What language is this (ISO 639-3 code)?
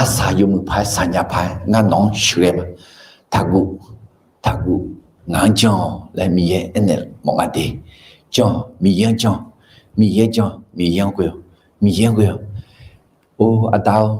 ahk